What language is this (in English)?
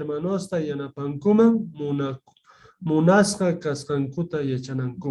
South Bolivian Quechua